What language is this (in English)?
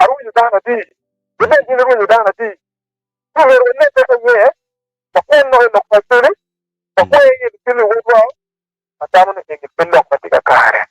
Acoli